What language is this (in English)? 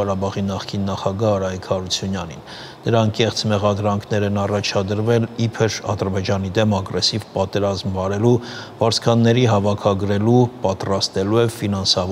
Armenian